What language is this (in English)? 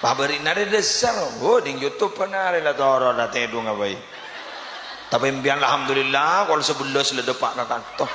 Madurese